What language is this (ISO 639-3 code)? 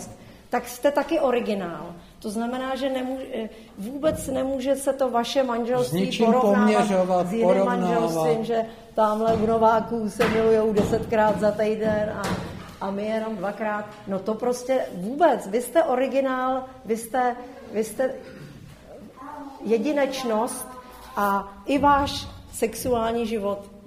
ces